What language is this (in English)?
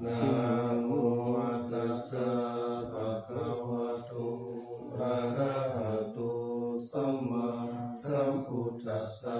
Pali